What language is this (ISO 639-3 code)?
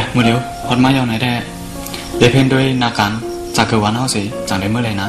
shn